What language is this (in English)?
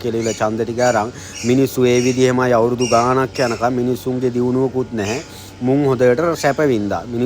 Sinhala